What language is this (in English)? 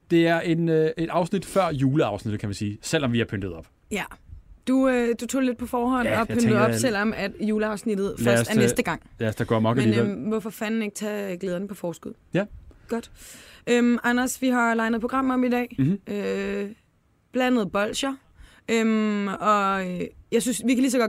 Danish